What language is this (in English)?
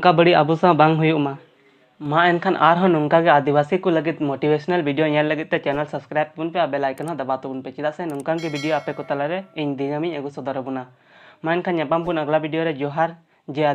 Santali